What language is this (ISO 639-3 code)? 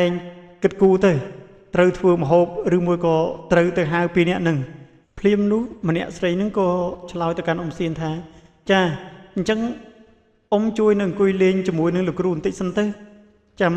khm